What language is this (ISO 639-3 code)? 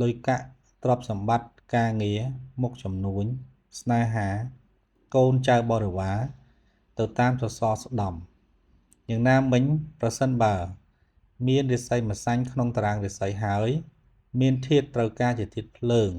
khm